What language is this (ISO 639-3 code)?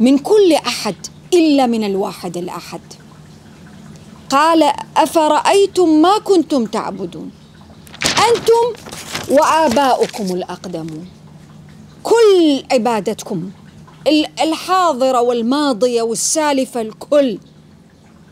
ara